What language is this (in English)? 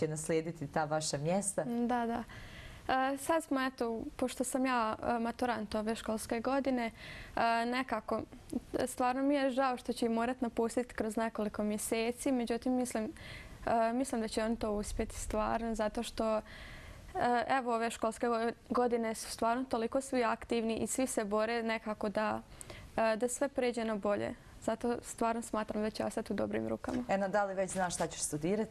Bosnian